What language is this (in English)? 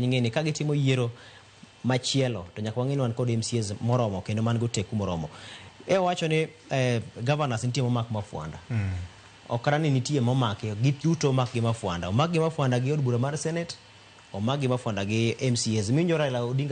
Luo (Kenya and Tanzania)